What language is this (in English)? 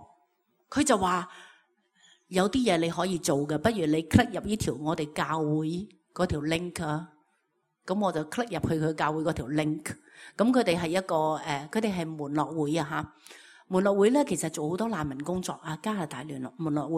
Cantonese